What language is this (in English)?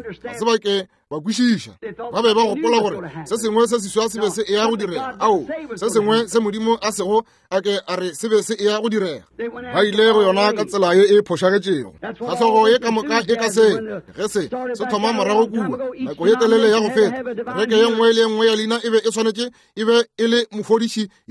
Northern Sotho